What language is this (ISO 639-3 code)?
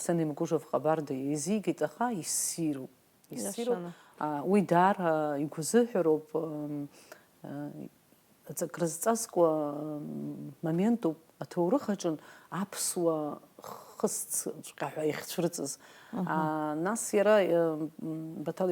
abk